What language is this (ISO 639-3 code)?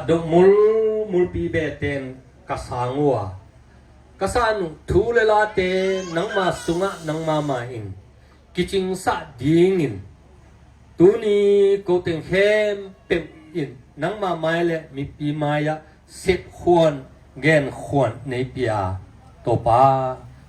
ctd